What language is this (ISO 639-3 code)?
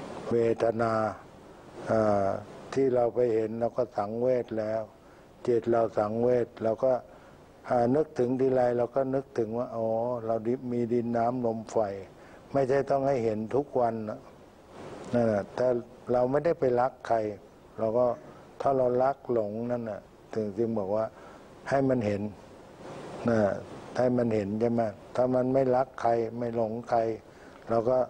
tha